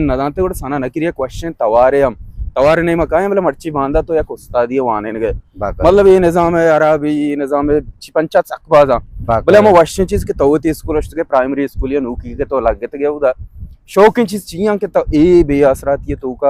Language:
Baluchi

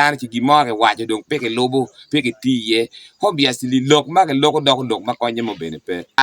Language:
Acoli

